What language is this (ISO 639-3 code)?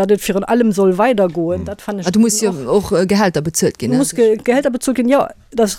ltz